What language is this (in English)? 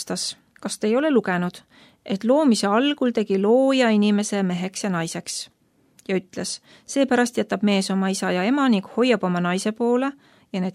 Estonian